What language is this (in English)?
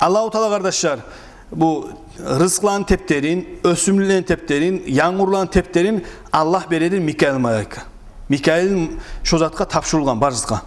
Kumyk